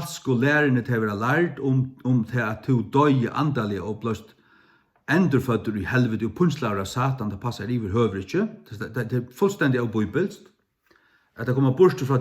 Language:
Faroese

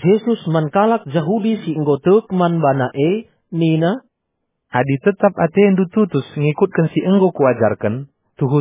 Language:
Batak Karo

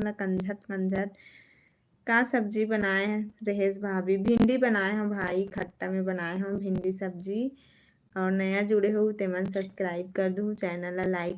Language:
Chhattisgarhi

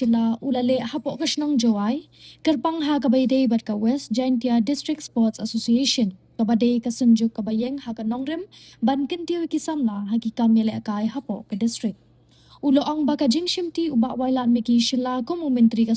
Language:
Khasi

